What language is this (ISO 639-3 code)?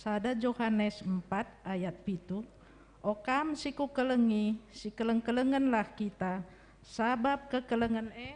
btx